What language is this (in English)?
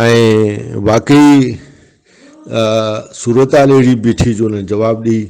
Brahui